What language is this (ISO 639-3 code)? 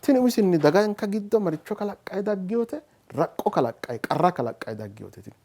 sid